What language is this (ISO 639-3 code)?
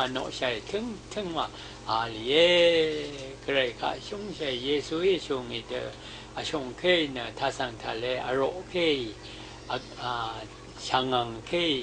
raw